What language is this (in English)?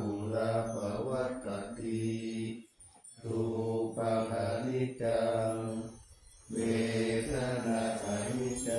Pali